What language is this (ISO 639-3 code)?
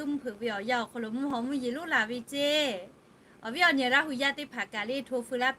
lhu